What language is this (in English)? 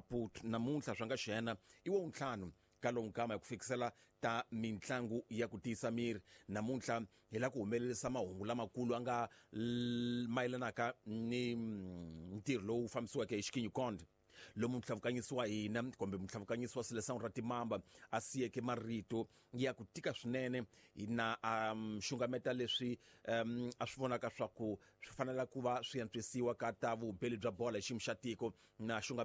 Tsonga